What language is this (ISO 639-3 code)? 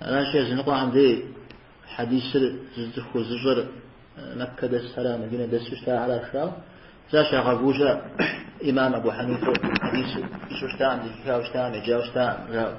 kbd